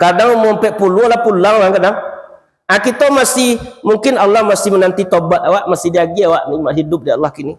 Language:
Minangkabau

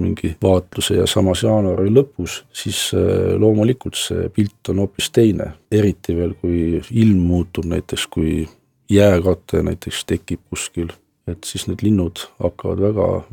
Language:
Estonian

